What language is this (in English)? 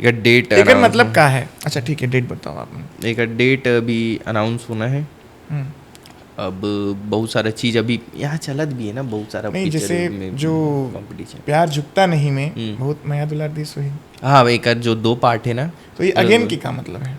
Chhattisgarhi